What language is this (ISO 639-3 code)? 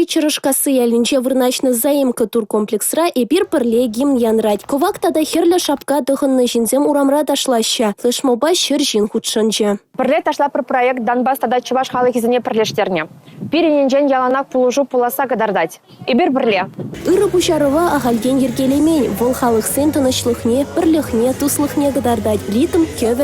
chv